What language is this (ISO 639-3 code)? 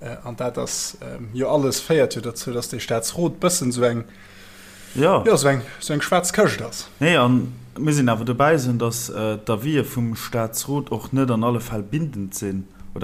ltz